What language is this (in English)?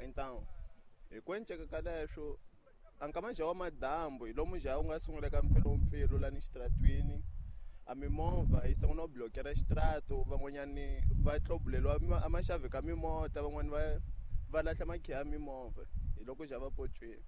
Tsonga